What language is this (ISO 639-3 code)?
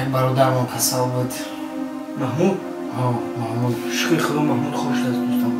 tgk